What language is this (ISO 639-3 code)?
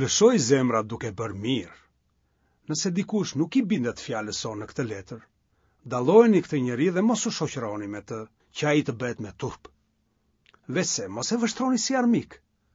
sqi